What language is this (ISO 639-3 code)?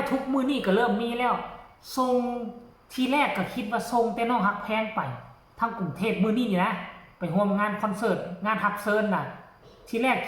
tts